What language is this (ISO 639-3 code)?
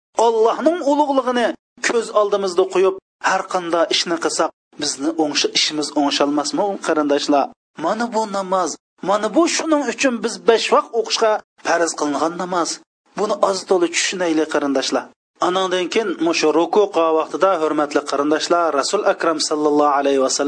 uig